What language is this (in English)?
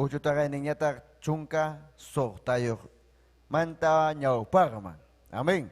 Ayacucho Quechua